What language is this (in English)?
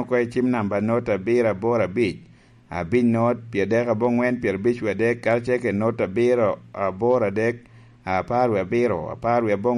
Lango (Uganda)